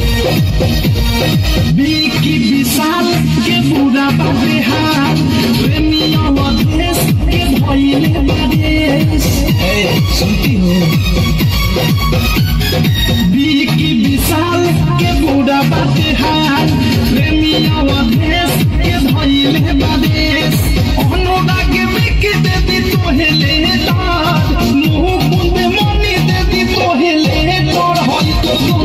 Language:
Bhojpuri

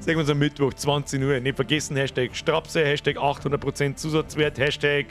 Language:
Bavarian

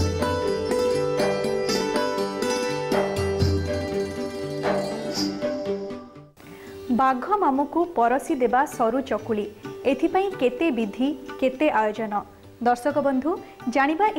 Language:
Odia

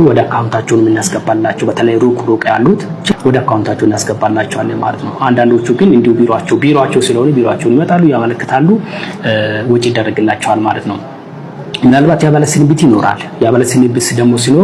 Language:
Amharic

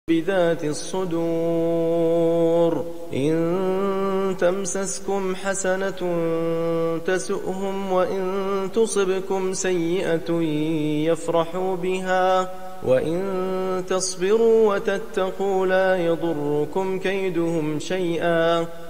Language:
Arabic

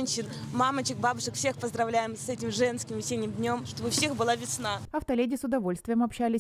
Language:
Russian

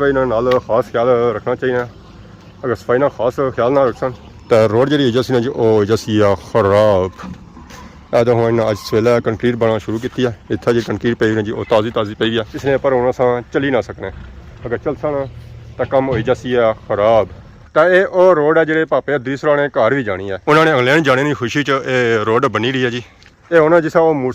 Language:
Pahari-Potwari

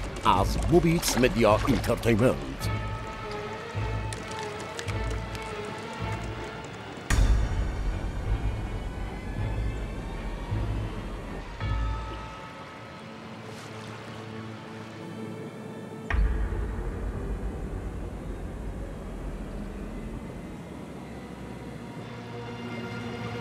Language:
Persian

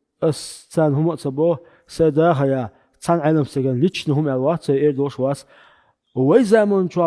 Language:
Chechen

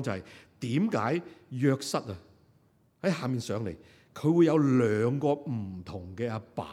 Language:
Cantonese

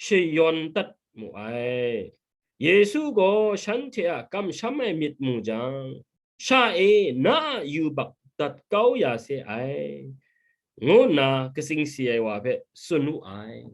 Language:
Kachin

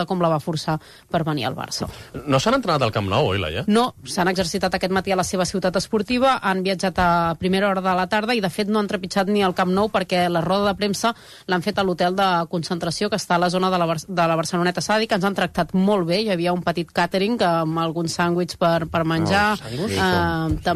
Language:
Catalan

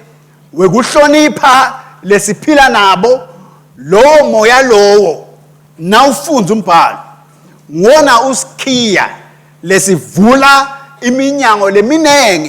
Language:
Swati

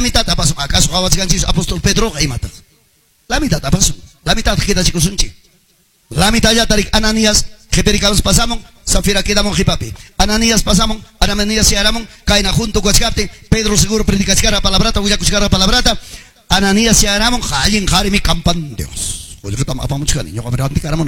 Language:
Quechua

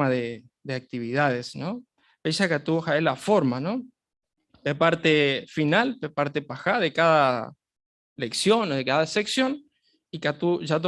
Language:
Guarani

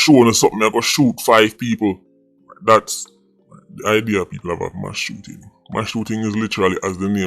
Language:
Jamaican Creole English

